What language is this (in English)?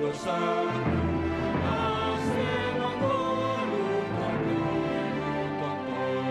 Batak Simalungun